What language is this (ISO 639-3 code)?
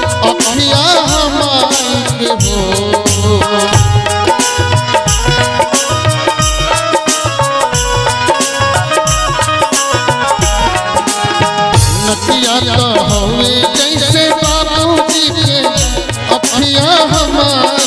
bho